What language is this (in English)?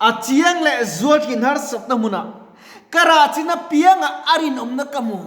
Mizo